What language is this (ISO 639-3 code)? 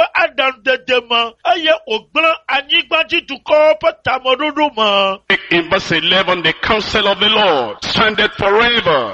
ewe